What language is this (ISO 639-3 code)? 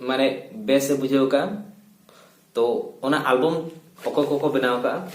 sat